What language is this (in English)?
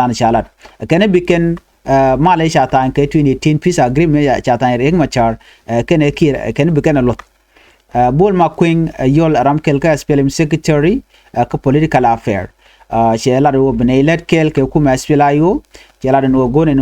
Nuer